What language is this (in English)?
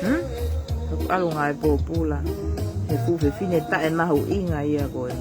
Tongan